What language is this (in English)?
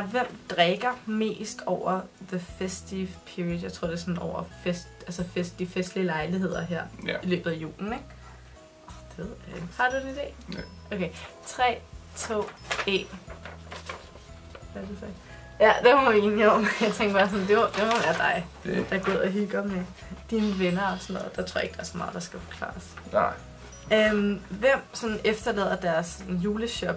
Danish